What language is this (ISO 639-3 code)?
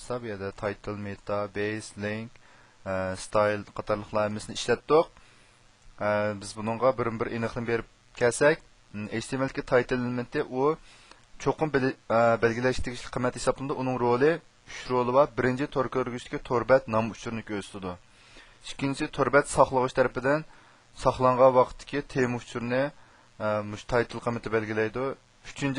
uig